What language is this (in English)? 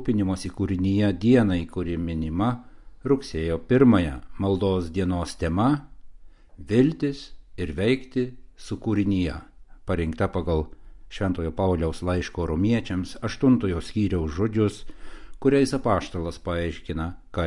Lithuanian